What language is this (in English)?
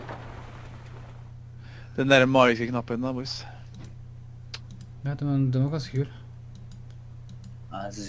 Norwegian